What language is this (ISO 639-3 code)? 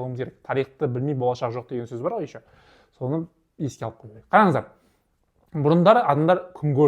kaz